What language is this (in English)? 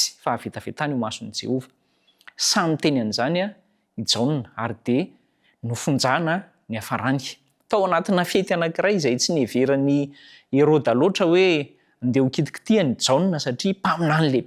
Malagasy